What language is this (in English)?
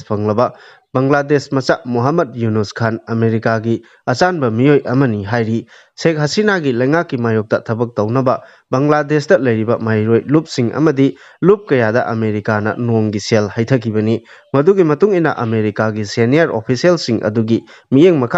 Manipuri